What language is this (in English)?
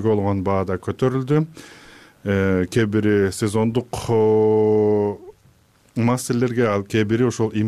Kyrgyz